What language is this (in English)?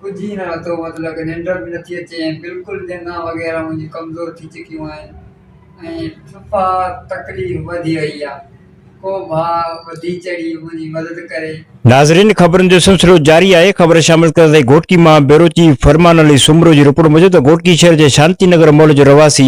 Sindhi